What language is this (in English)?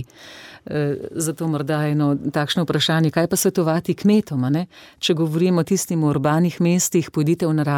Slovenian